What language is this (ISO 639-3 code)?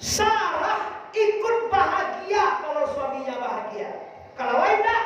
min